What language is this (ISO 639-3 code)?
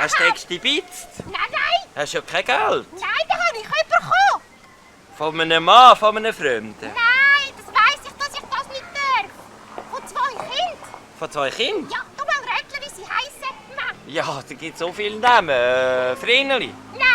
gsw